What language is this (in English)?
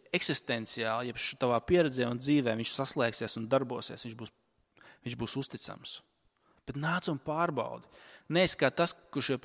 Latvian